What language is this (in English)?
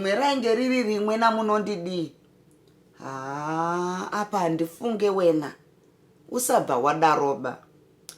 Shona